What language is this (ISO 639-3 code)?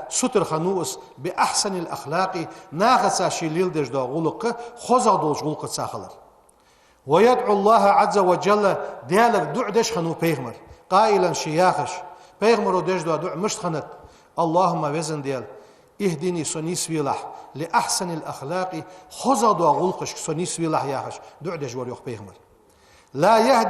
inh